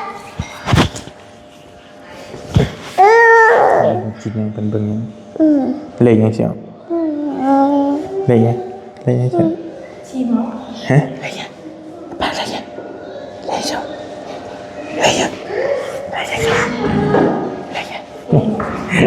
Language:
Northeastern Thai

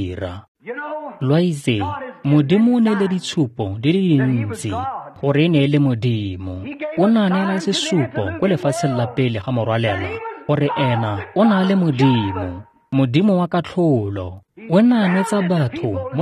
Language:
Tswana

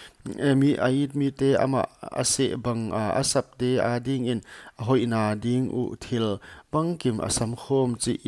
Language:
Paite Chin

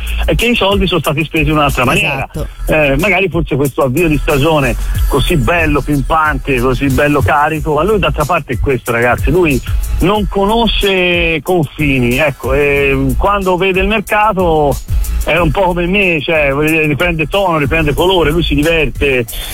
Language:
Italian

